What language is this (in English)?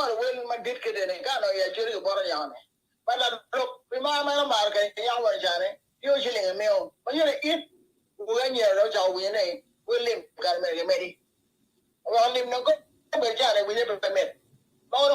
Acoli